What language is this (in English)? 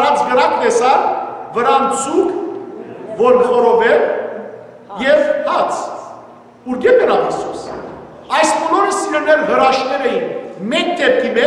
Western Armenian